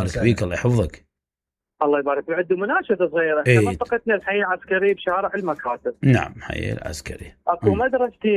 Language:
Mesopotamian Arabic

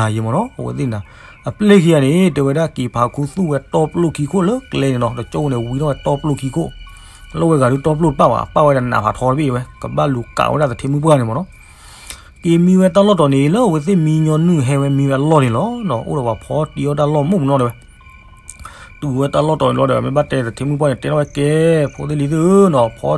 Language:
S'gaw Karen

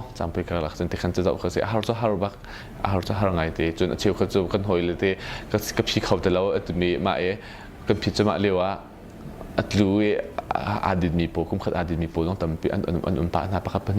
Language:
Hakha Chin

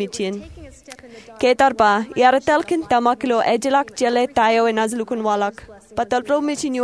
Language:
Marshallese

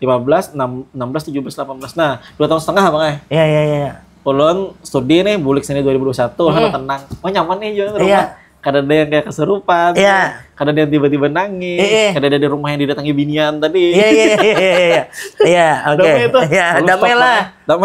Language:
Banjar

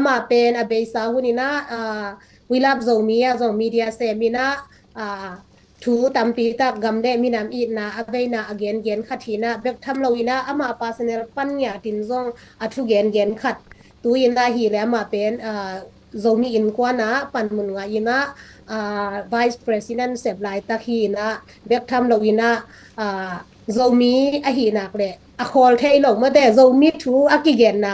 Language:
Tedim Chin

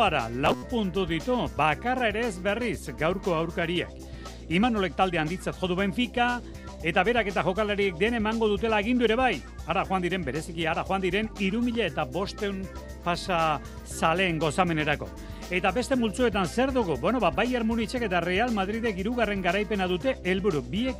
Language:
Basque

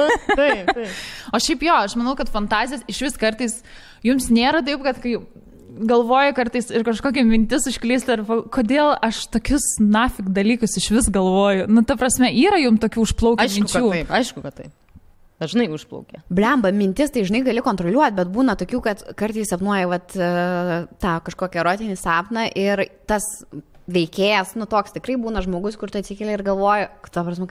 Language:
Lithuanian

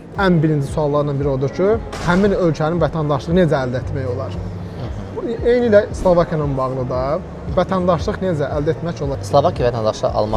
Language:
Azerbaijani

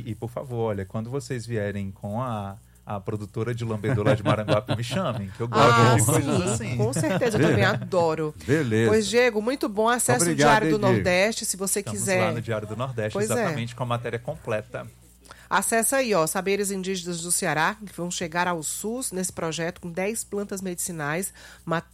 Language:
Portuguese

